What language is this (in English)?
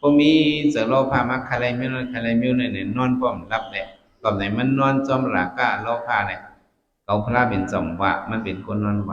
Shan